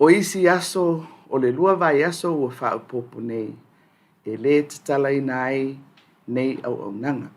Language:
Samoan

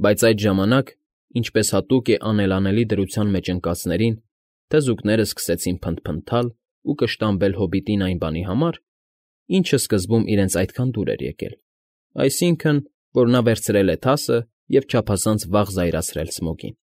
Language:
Armenian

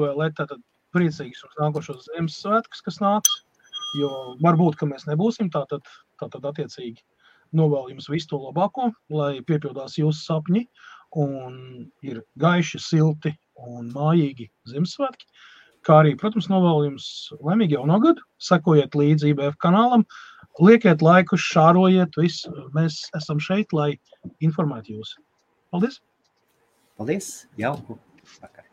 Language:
Latvian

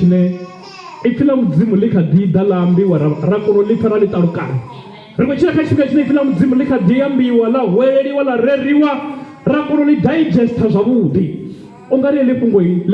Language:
Venda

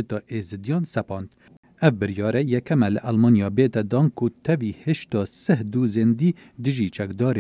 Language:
Kurdish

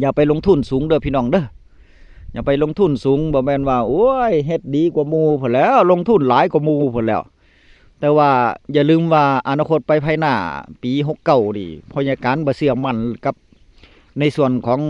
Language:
Northeastern Thai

